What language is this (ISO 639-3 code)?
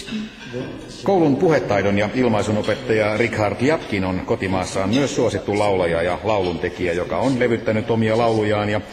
fin